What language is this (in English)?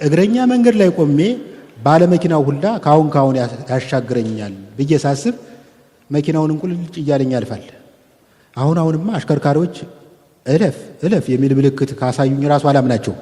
Amharic